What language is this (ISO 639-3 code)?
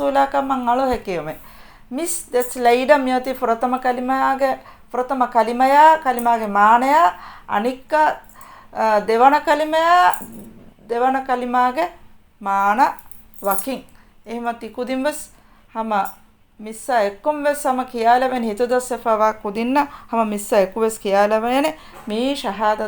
div